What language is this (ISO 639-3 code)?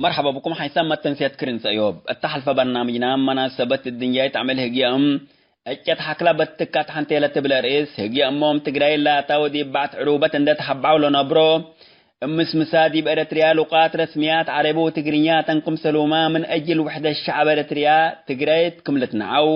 tig